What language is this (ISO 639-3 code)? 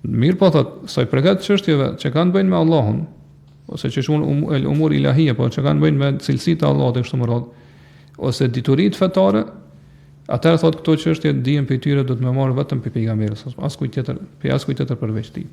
sqi